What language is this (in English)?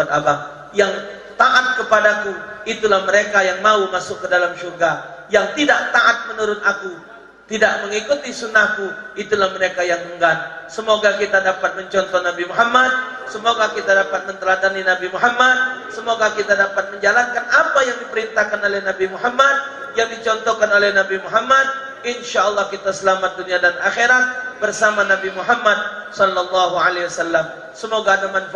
Musi